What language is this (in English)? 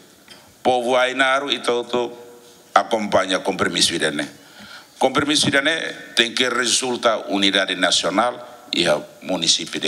Tetum